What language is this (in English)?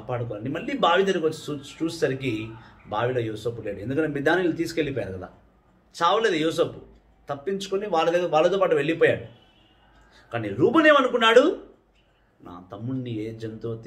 Telugu